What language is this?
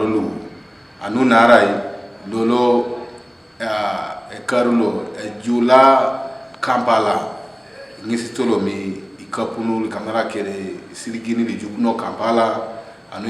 Teso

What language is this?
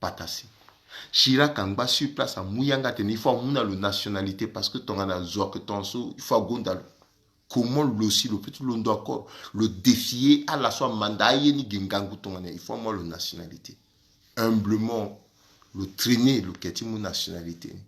Sango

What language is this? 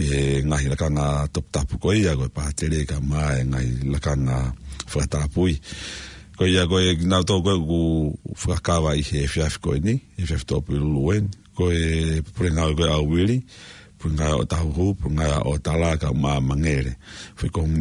Tongan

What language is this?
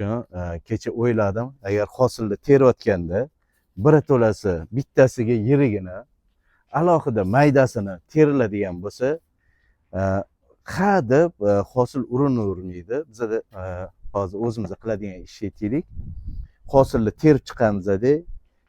Uzbek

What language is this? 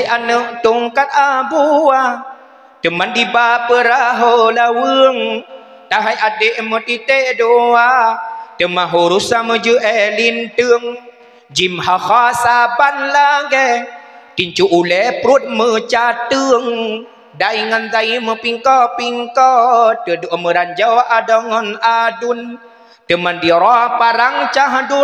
Achinese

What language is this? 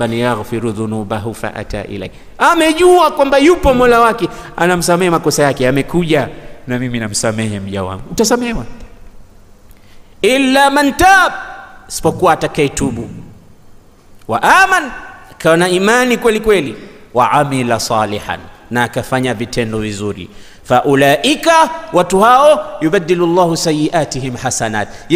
Swahili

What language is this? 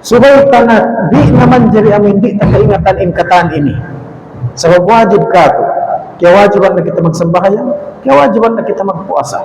Tausug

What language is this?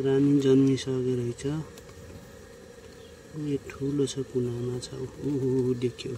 Nepali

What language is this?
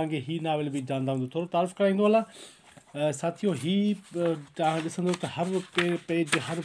Sindhi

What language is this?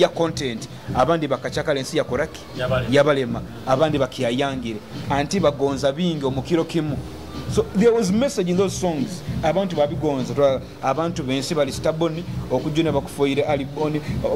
Nyoro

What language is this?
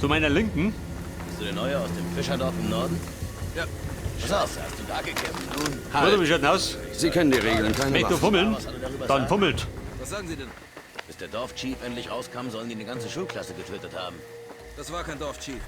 Bavarian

